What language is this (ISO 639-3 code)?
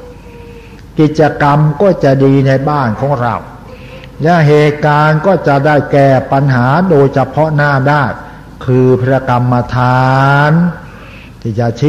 tha